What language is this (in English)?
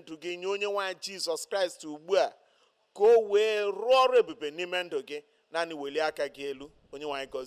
Igbo